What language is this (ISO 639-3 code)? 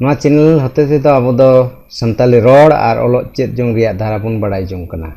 sat